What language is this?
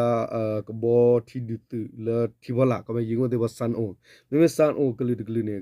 S'gaw Karen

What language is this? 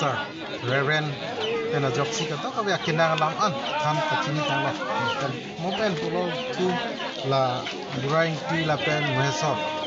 Karbi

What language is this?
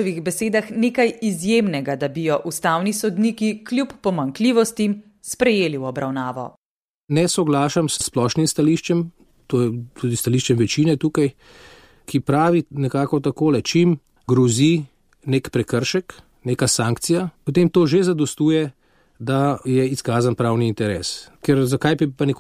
Slovenian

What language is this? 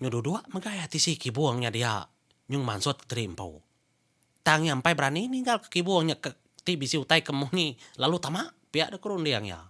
Iban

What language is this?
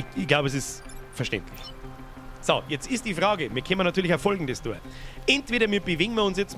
Bavarian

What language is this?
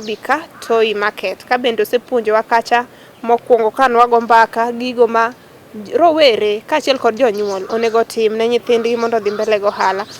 Luo (Kenya and Tanzania)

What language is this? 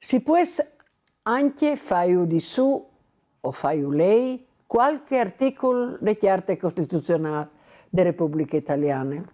Friulian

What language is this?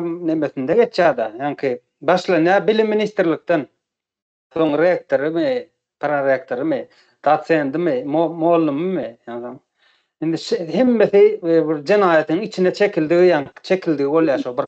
Turkmen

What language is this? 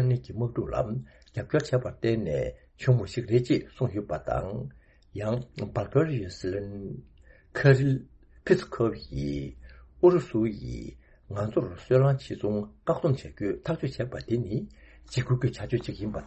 Tibetan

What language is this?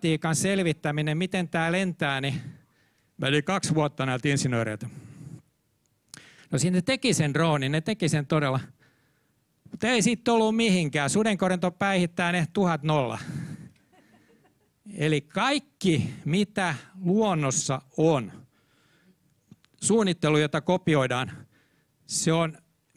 Finnish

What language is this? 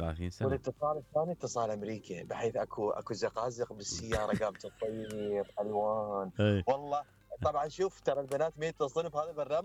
Mesopotamian Arabic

